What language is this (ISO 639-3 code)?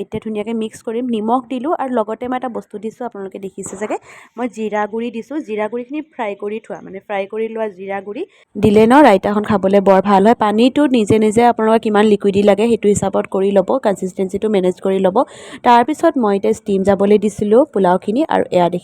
asm